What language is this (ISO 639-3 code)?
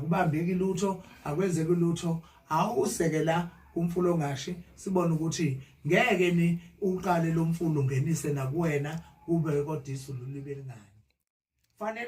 zul